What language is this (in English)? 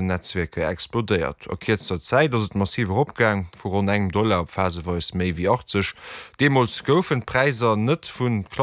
Luxembourgish